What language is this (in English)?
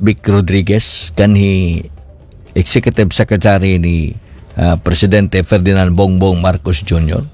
Cebuano